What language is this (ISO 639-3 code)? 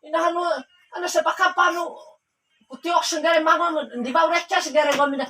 bhp